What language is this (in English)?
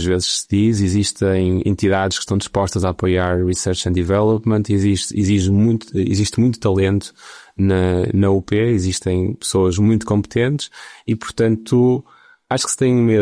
Portuguese